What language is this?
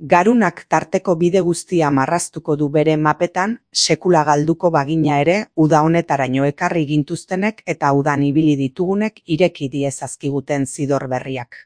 Basque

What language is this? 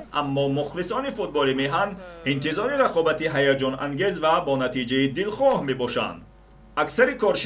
Tajik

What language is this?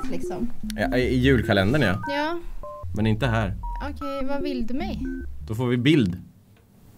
Swedish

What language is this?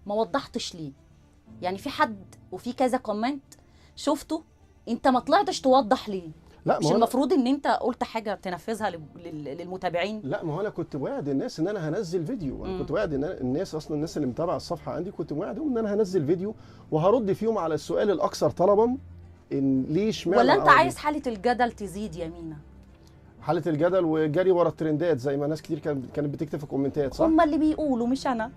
Egyptian Arabic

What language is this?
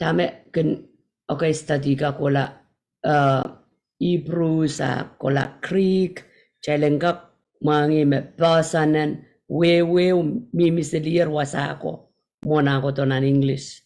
Pohnpeian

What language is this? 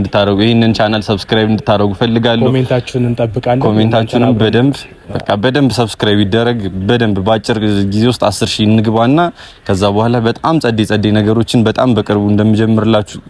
Amharic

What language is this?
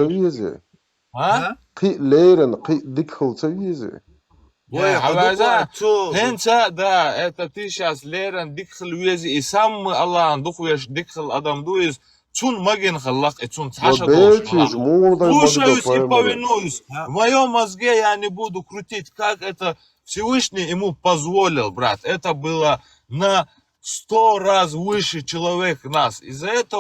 Chechen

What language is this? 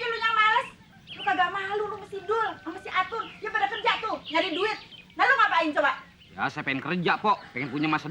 Betawi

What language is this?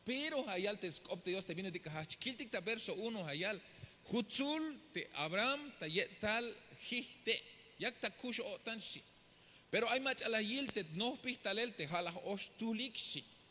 Tzeltal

